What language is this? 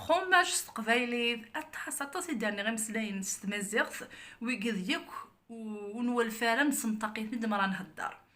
Kabyle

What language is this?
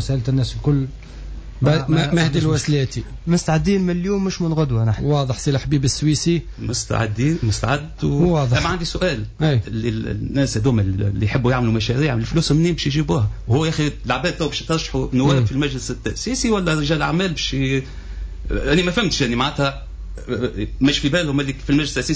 Tunisian Arabic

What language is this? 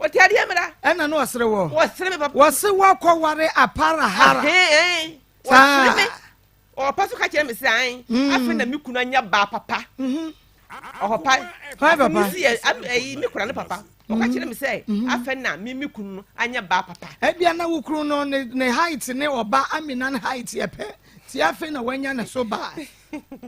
Akan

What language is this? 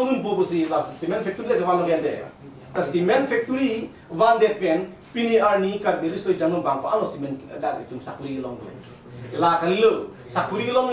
Karbi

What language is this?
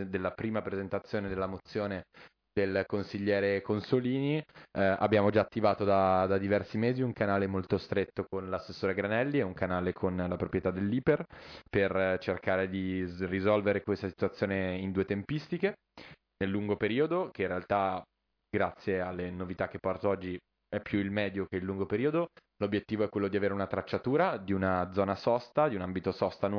Italian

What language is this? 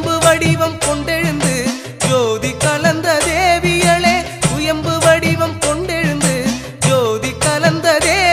Tamil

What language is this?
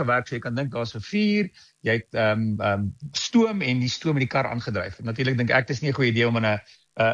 Afrikaans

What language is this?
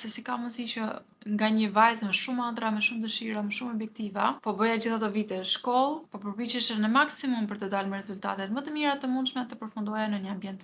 Albanian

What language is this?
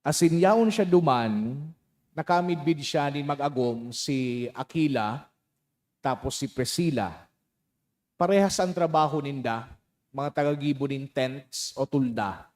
Bikol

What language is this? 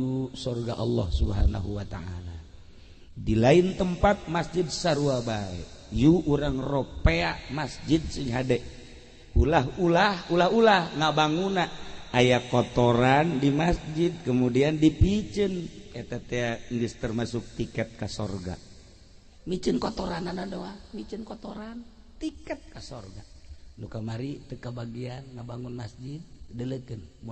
Sundanese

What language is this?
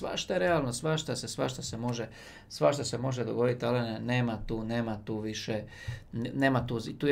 Croatian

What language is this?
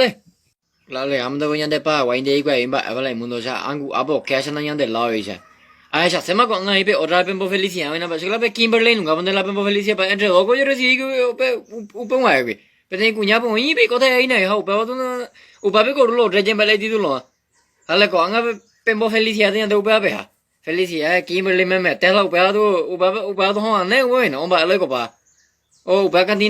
Guarani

